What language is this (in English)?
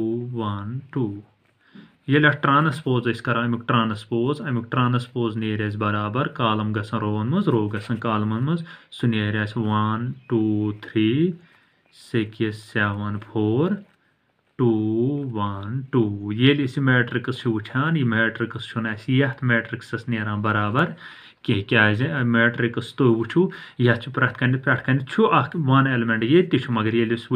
Kashmiri